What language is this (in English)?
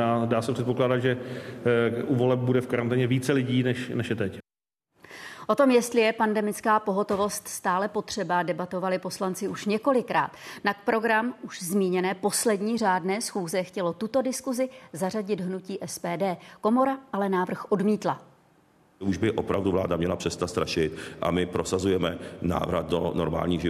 Czech